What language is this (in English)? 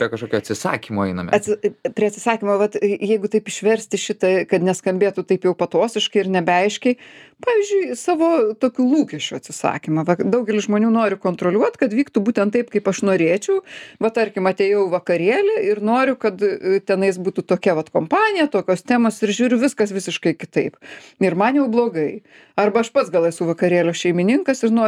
Lithuanian